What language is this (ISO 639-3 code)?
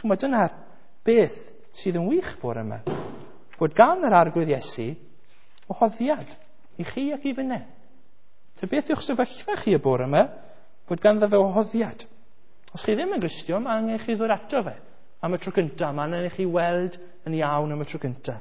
cym